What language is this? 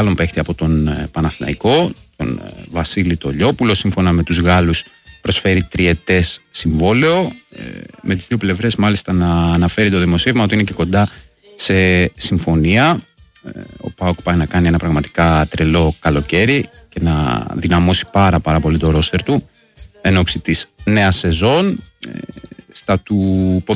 Greek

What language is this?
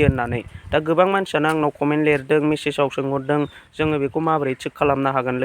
Bodo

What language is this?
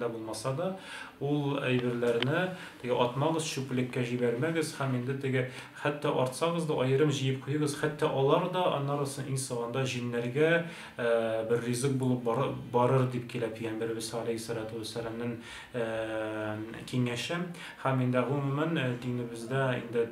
Tatar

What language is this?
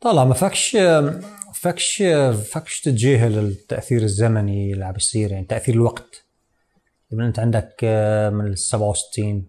North Levantine Arabic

